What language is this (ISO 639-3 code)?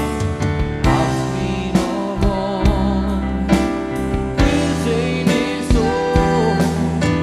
isl